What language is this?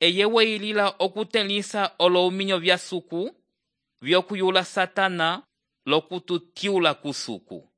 Umbundu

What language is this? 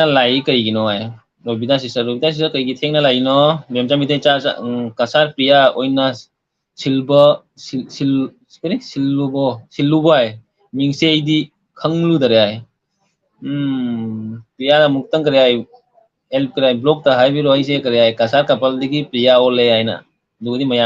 Manipuri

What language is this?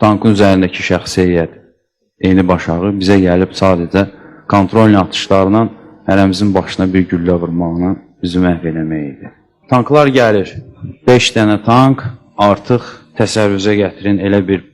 Azerbaijani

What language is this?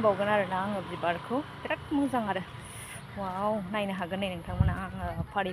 Bodo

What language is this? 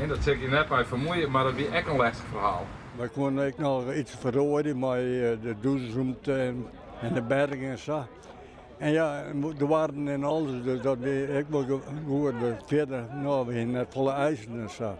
Western Frisian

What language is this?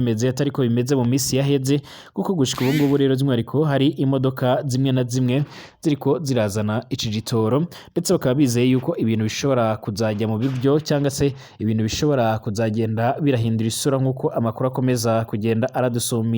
Rundi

